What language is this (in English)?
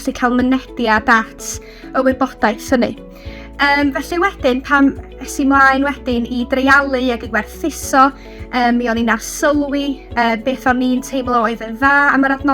Welsh